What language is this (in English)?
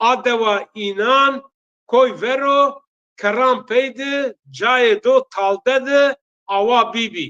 Zaza